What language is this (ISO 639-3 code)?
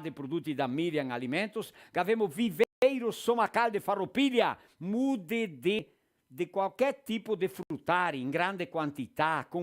vec